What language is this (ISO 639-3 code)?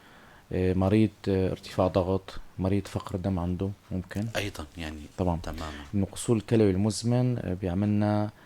apc